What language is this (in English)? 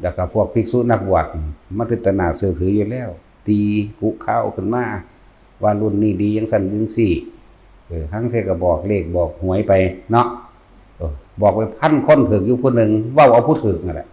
Lao